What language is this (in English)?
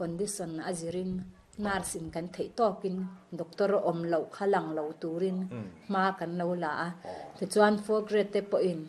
Mizo